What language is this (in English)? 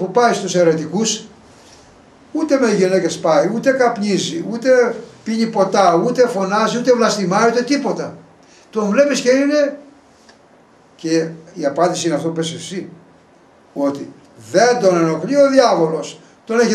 Greek